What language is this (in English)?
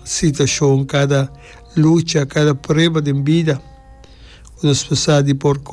Papiamento